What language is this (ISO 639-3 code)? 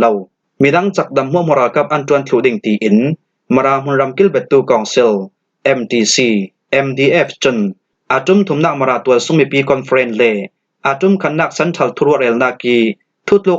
cfm